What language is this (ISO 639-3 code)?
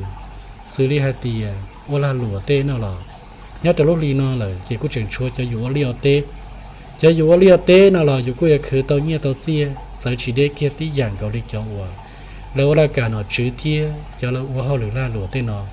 hmn